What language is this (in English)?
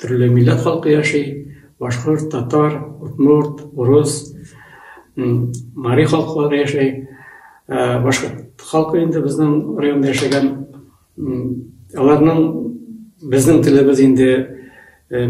Bashkir